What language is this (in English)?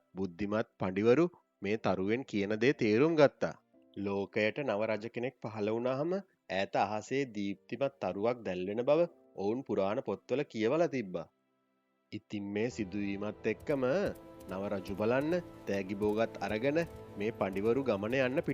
Sinhala